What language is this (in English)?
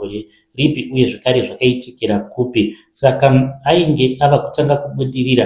Shona